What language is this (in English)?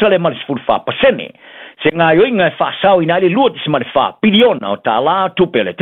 Samoan